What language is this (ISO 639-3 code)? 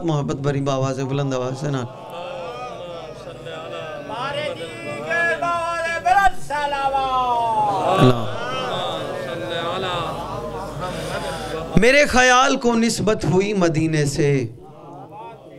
urd